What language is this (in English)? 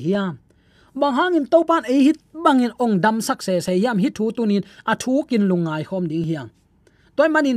Tedim Chin